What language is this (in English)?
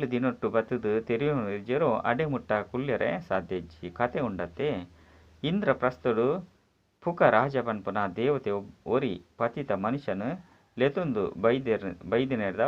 Tulu